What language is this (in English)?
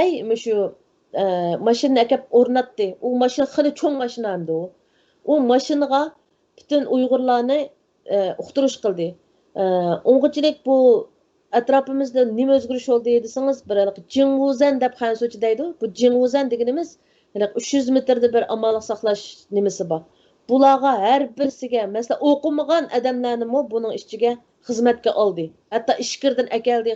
Uyghur